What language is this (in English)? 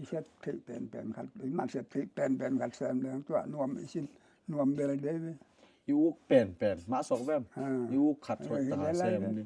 Tedim Chin